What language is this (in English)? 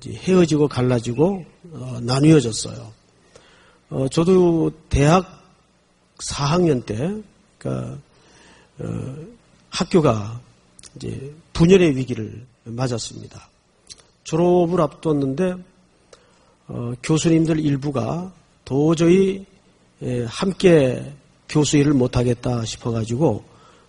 Korean